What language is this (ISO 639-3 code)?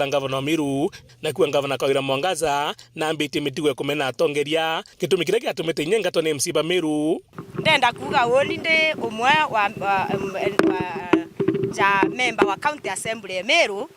mer